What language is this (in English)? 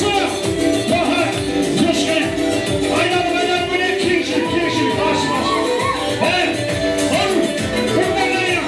Kara-Kalpak